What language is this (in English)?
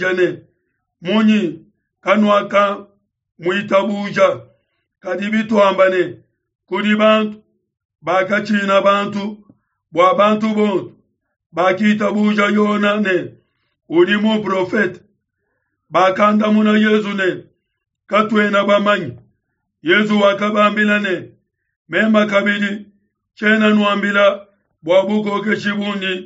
Luba-Lulua